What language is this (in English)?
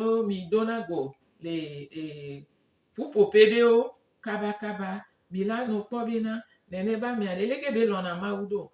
Gen